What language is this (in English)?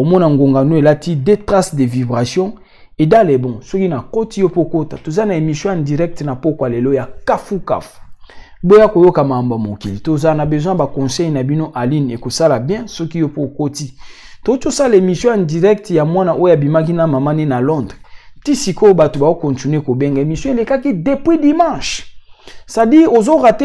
Lingala